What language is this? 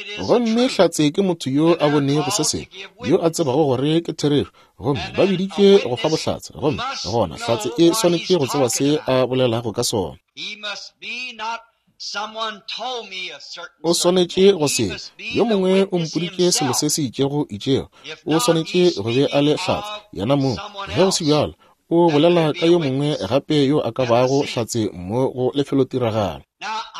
Northern Sotho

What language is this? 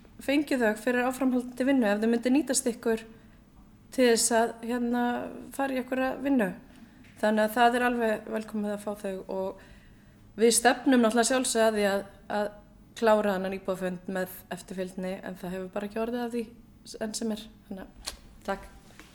Icelandic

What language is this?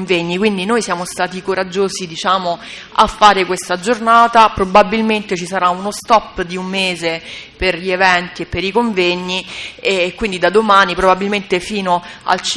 Italian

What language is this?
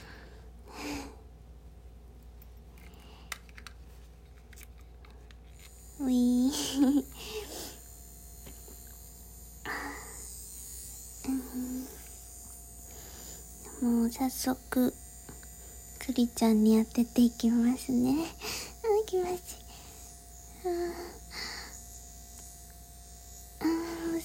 Japanese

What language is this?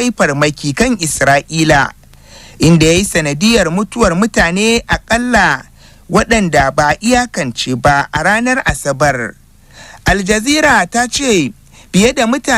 Hausa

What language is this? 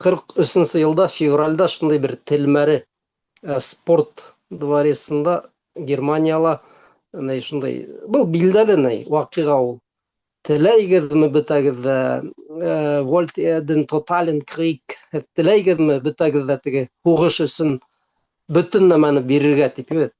Bashkir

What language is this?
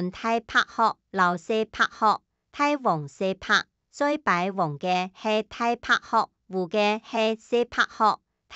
Hakka Chinese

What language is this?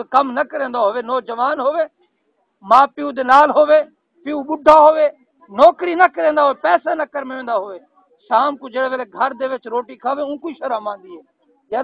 Saraiki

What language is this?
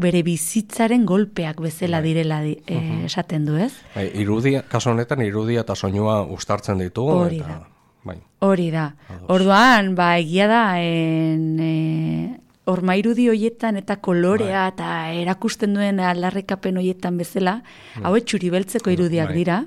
Basque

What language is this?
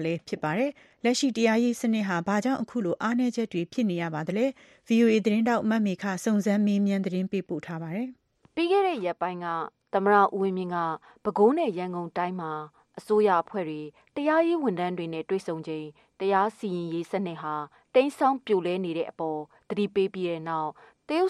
Burmese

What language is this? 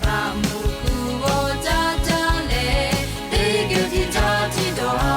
Lahu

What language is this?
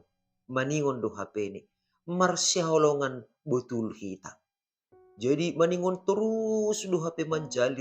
Batak Simalungun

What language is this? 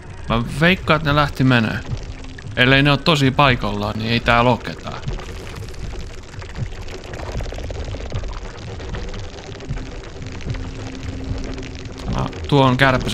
Finnish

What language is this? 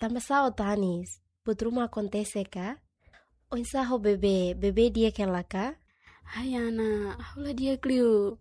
Tetum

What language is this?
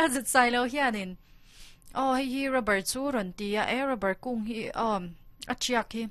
Mizo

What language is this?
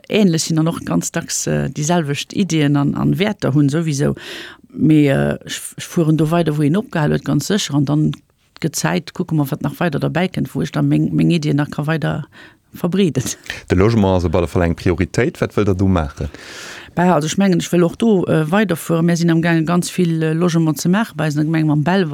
Luxembourgish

